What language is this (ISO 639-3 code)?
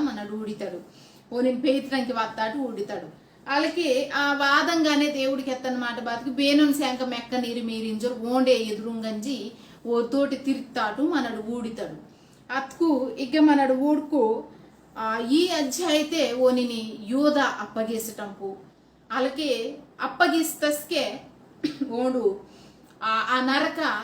kff